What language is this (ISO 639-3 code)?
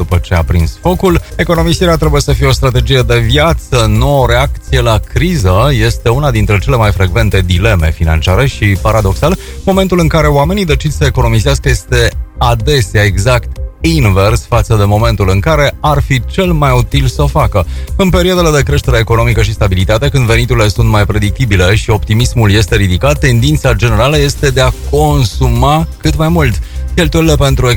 ron